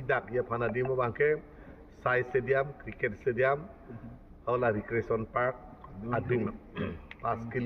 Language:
Karbi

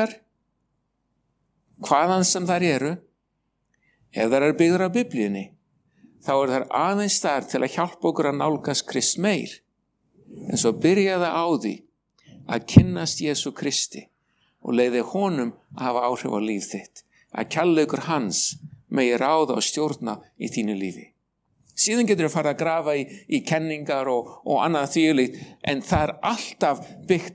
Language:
Icelandic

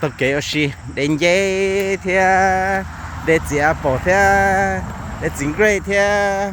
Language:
Hmong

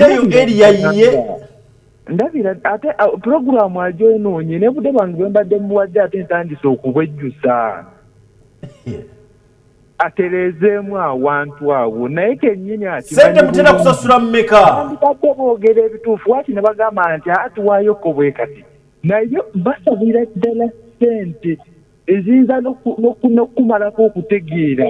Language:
Ganda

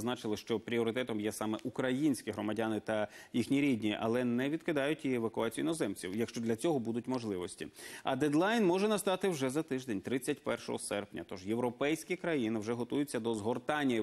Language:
Ukrainian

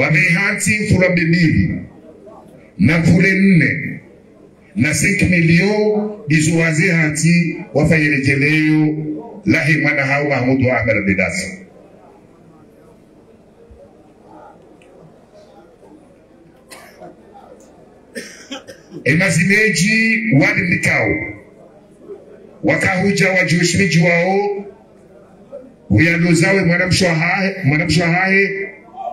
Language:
Swahili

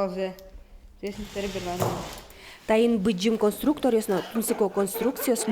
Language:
Udmurt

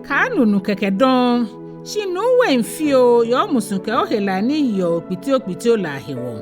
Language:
Ga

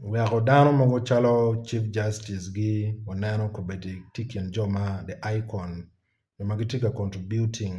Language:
Acoli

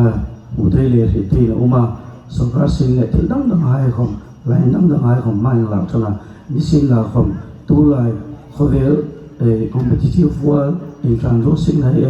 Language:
Hmar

